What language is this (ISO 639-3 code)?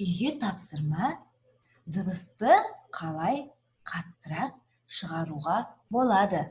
kaz